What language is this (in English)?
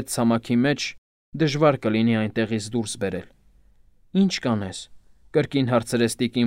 Armenian